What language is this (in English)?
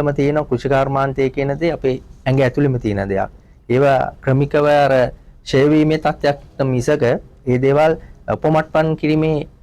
Sinhala